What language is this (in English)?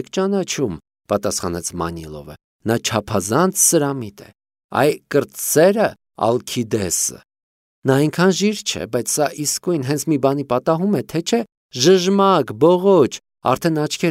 Armenian